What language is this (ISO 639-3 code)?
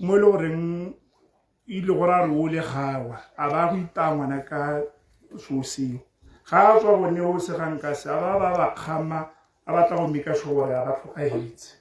tsn